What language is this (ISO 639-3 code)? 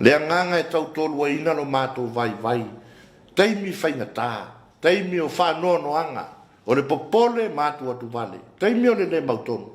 smo